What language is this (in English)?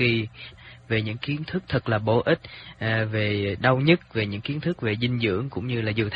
Vietnamese